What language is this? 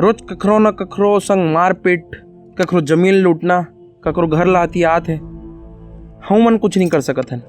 Chhattisgarhi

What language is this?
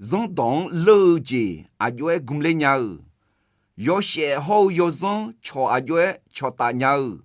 Akha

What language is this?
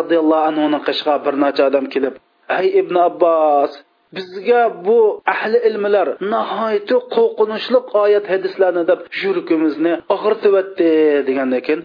Uyghur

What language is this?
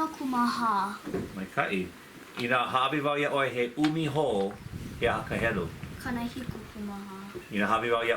Hawaiian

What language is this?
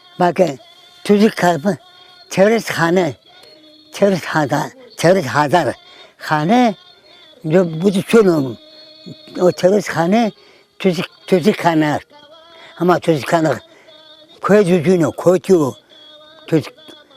Zaza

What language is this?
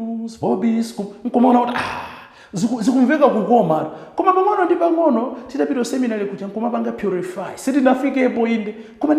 Nyanja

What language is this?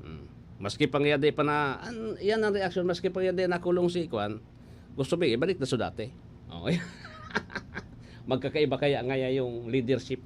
Bikol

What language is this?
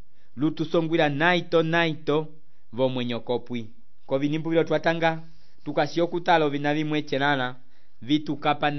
Umbundu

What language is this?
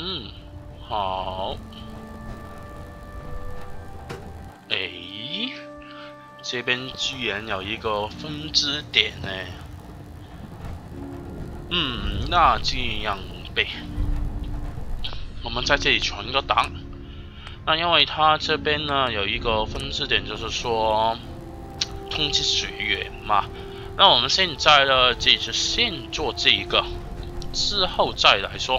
Chinese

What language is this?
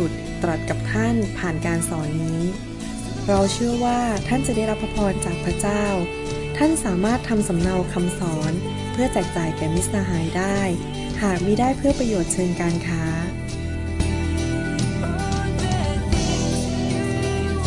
Thai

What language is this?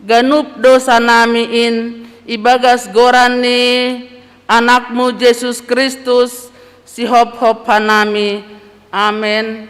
Batak Simalungun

